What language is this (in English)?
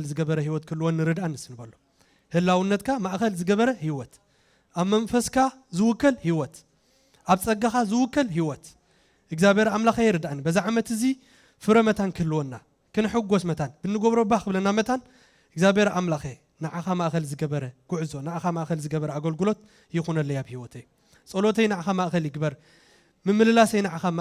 Tigrinya